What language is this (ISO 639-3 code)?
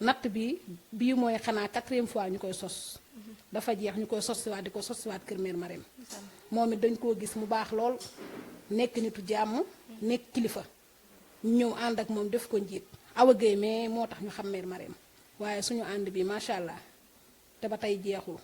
wol